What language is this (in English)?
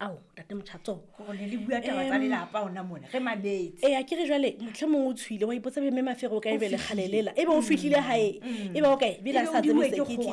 Southern Sotho